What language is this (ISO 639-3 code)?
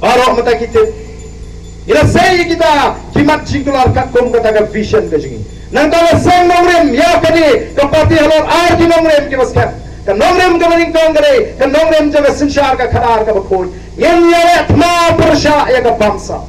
kha